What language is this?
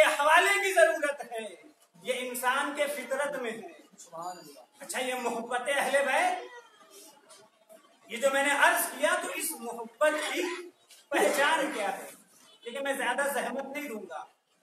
Urdu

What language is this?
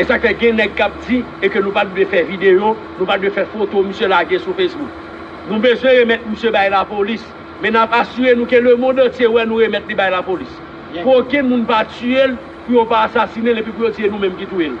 Haitian Creole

